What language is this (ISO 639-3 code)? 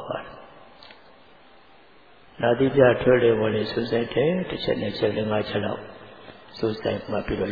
mya